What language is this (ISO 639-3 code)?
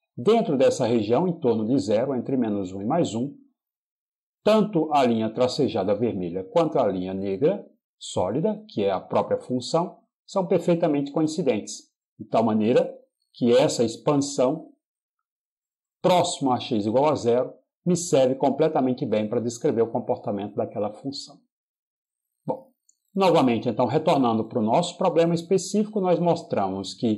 por